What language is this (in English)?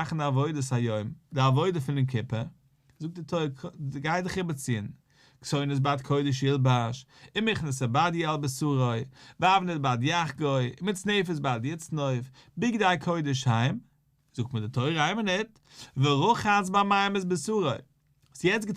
Yiddish